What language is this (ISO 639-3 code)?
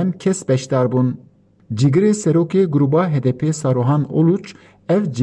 kur